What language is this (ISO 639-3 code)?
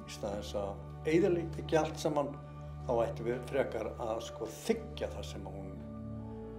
isl